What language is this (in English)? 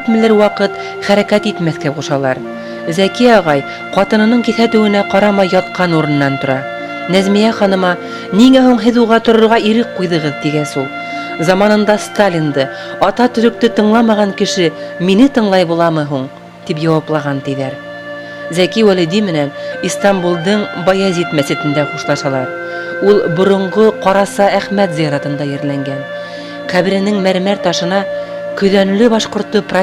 Bashkir